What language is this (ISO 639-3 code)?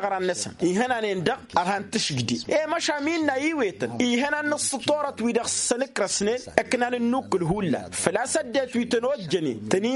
taq